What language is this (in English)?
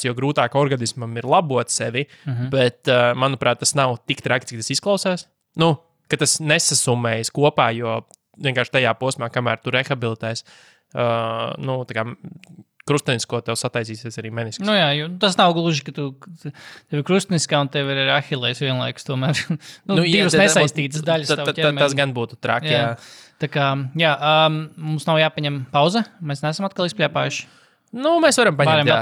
Latvian